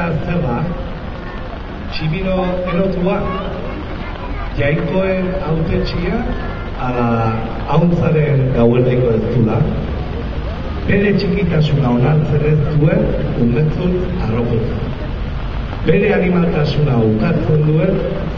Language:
Basque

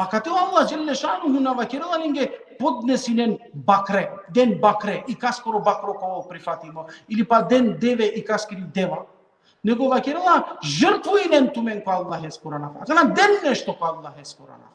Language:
Balkan Romani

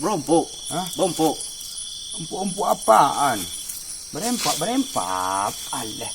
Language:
Minangkabau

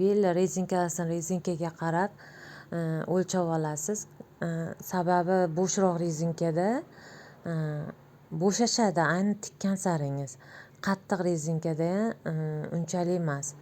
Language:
Uzbek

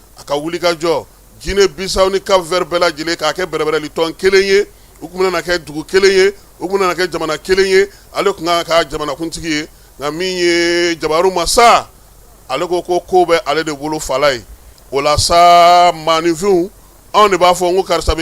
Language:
Bambara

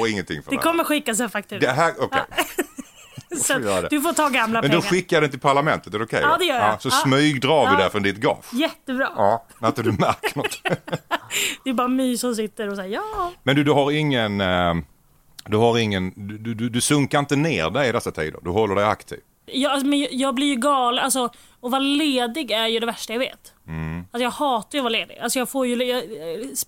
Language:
Swedish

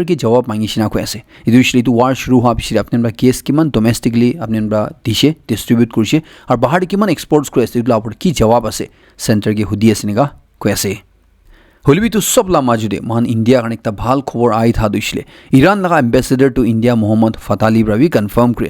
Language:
Naga Pidgin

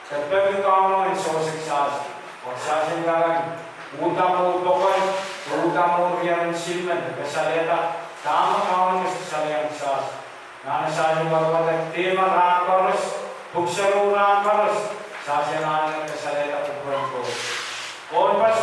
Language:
Pohnpeian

